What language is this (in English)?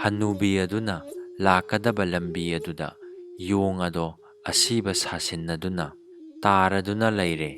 Manipuri